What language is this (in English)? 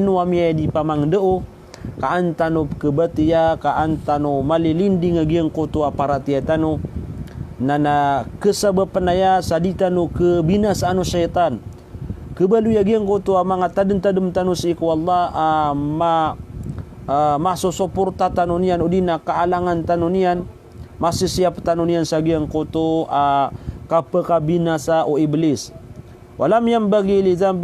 Maranao